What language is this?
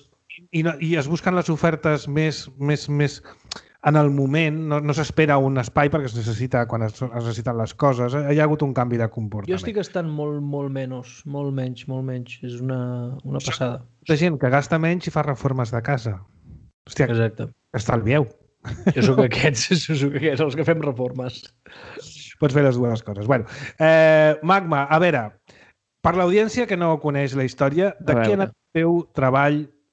Catalan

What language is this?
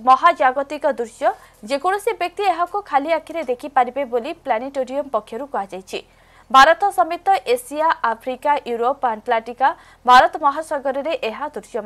Odia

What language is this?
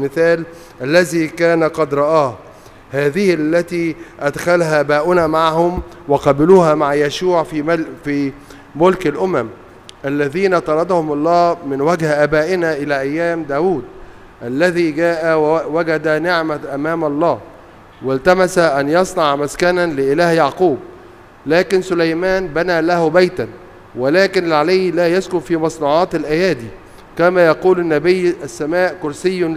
Egyptian Arabic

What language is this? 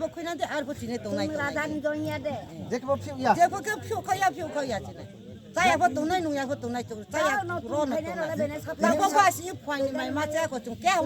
Riang (India)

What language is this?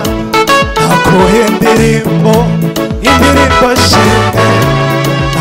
Kinyarwanda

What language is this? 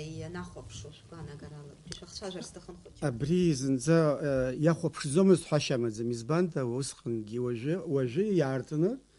Abkhazian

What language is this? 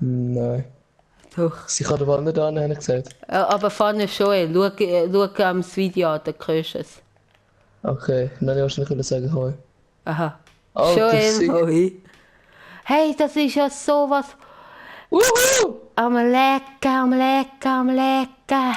Swiss German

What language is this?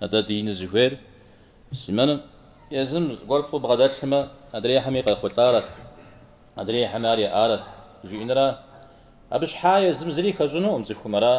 Kabardian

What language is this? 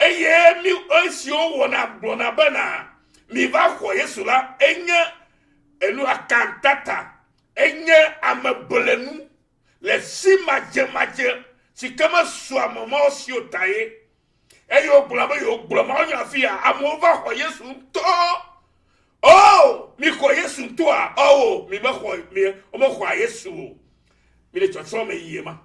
Ewe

